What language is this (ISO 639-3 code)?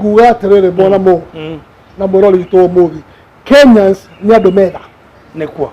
kik